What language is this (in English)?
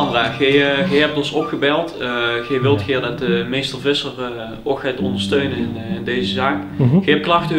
Limburgish